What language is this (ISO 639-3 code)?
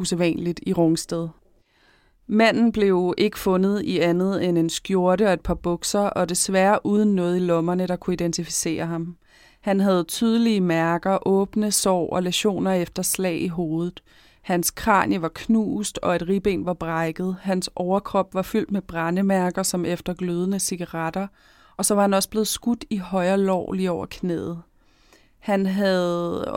dan